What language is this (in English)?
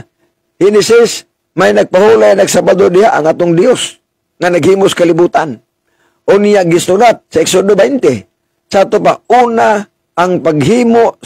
Cebuano